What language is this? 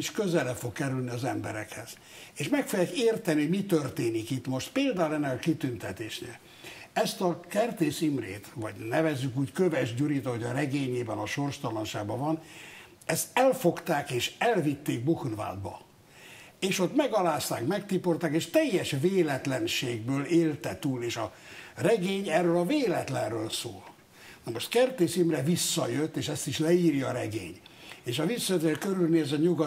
Hungarian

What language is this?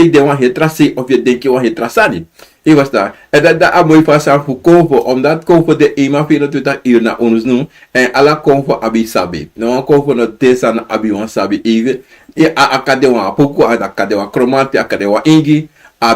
Sranan Tongo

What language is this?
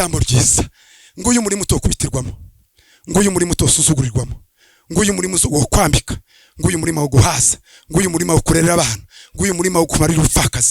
Kinyarwanda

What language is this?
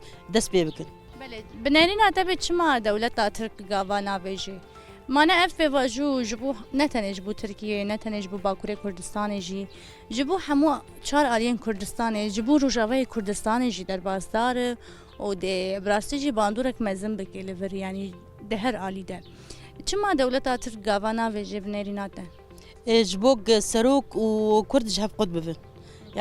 Kurdish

